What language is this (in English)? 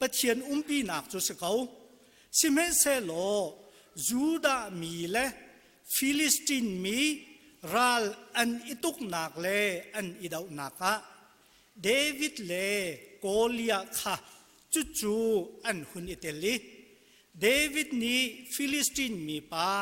Hakha Chin